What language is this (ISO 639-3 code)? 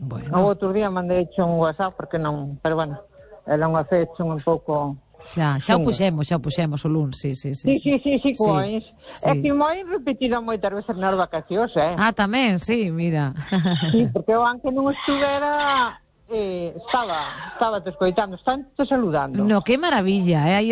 glg